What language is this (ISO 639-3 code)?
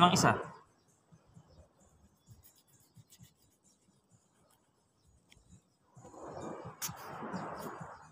fil